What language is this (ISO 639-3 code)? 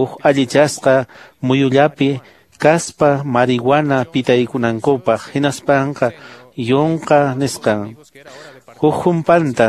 que